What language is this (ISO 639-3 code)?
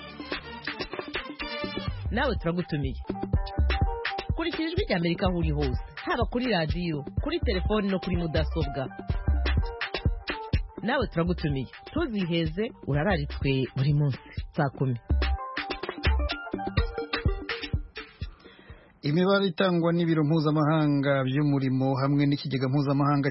kin